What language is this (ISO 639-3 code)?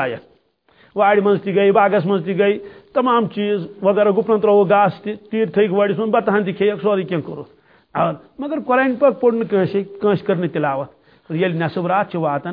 kas